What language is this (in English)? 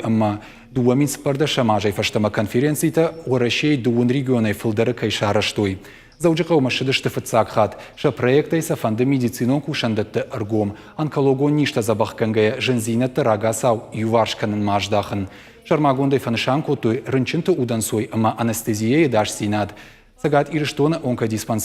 Ossetic